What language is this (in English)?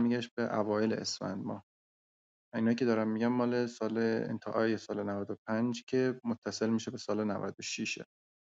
Persian